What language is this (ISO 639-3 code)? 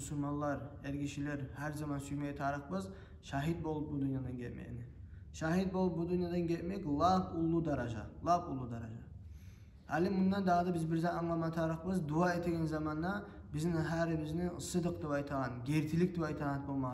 kum